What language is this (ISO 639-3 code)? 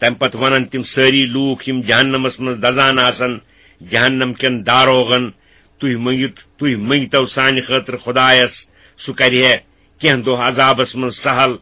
kas